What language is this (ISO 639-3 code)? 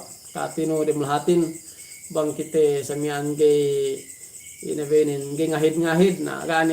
yka